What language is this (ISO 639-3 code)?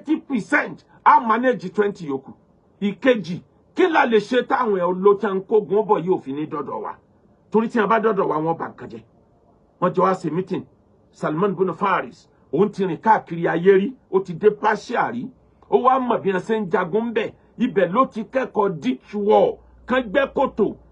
yor